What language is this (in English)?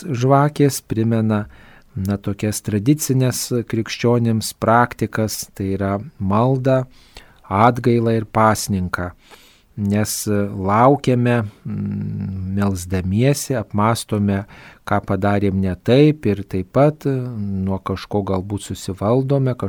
Lithuanian